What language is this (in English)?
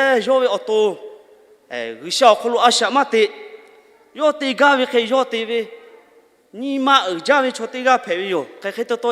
Lahu